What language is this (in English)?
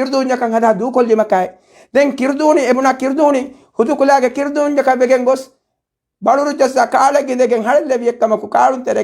Divehi